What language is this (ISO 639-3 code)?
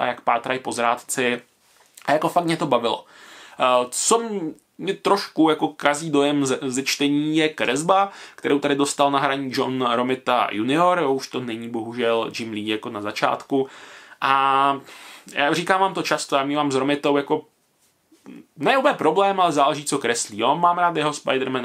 ces